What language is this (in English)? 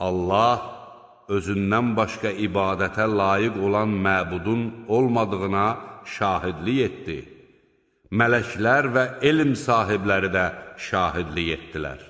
Azerbaijani